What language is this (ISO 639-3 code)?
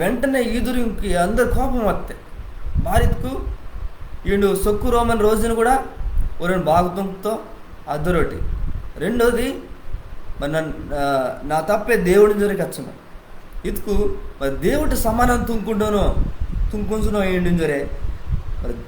kff